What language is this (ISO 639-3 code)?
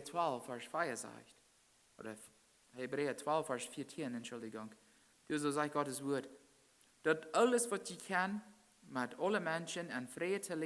pdt